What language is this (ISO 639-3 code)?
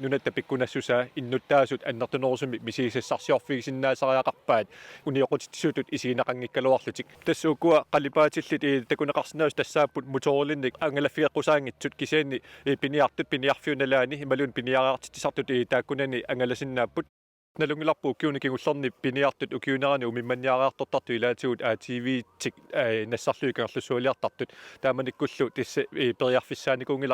kal